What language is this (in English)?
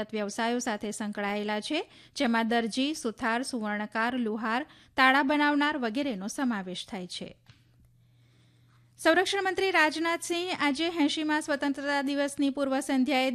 Gujarati